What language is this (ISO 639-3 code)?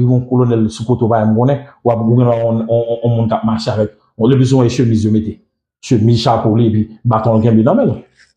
hat